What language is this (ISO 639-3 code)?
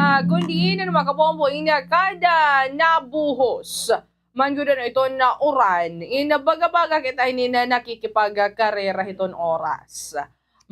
war